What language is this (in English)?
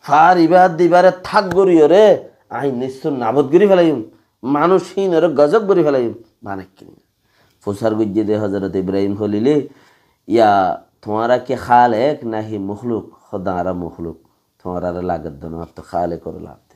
Rohingya